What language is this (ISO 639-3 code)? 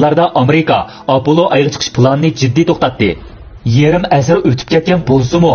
uig